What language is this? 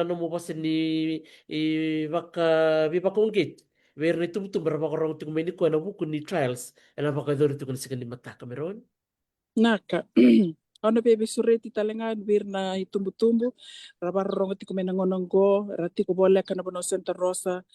Fijian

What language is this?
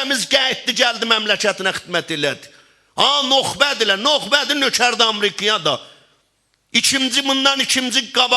South Azerbaijani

